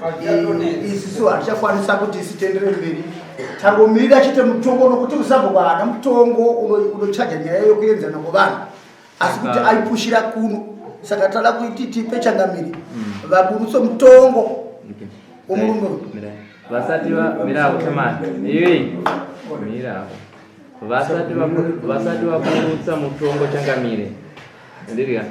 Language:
Shona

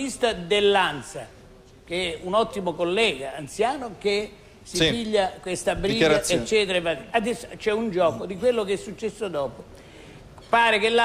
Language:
Italian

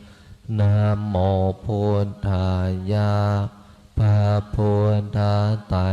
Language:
Pali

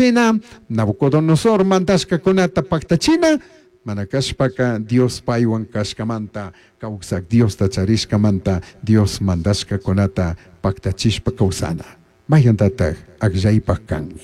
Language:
Chimborazo Highland Quichua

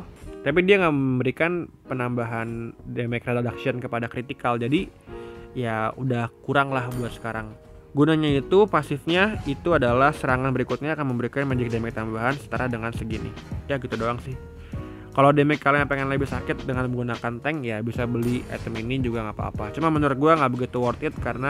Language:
Indonesian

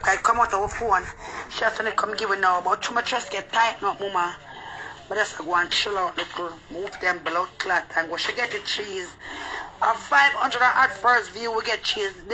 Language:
Jamaican Creole English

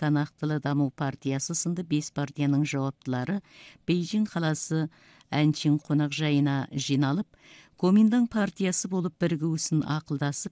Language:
Kazakh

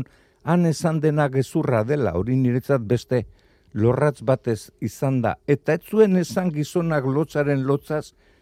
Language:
Basque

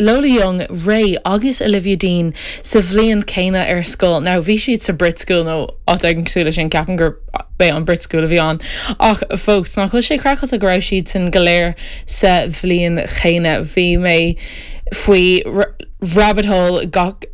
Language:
Irish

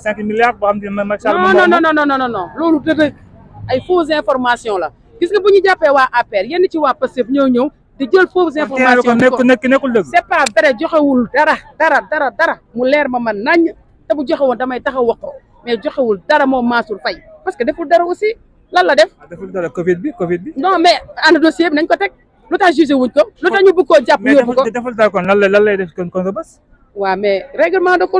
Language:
Wolof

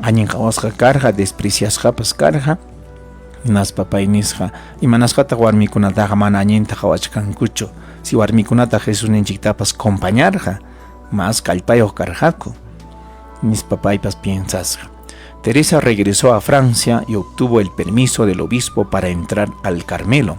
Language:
Ayacucho Quechua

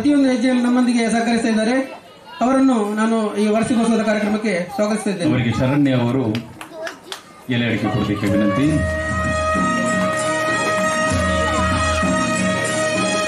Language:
Kannada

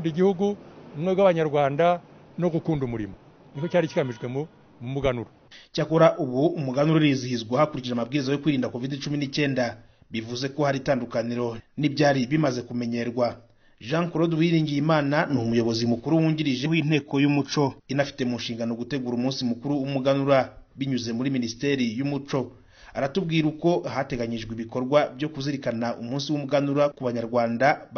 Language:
Kinyarwanda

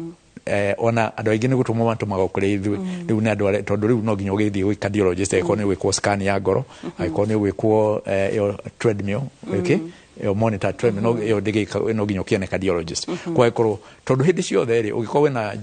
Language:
Kikuyu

